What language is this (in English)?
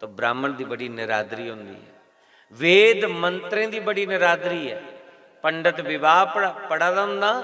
Dogri